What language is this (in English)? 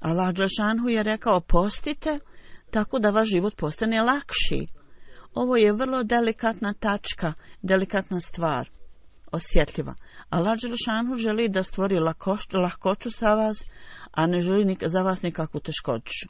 Bosnian